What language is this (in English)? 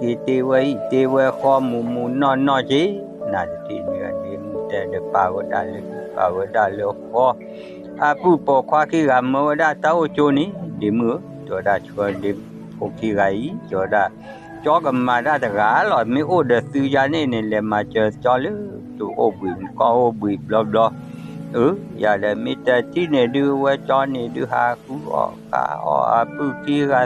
S'gaw Karen